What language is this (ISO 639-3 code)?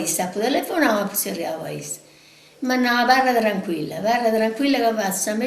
srd